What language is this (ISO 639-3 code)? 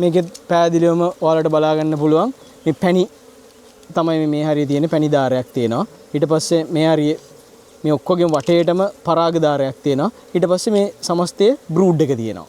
sin